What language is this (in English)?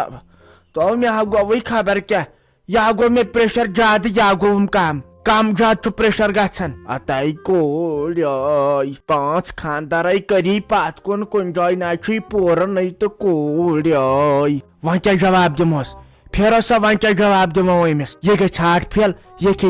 Kashmiri